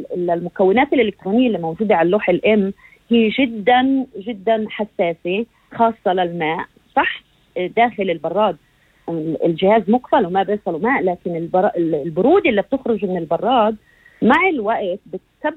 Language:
North Levantine Arabic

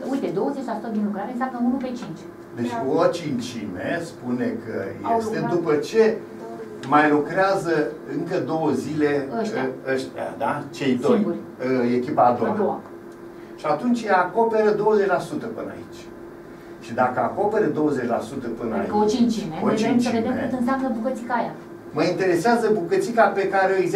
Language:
Romanian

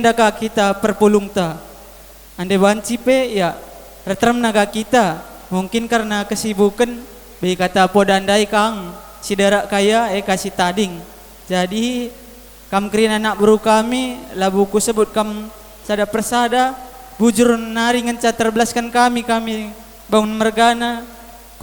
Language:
Batak Karo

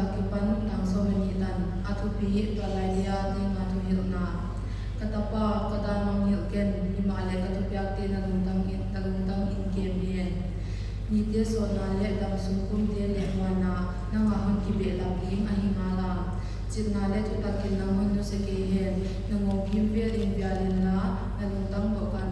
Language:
Paite Chin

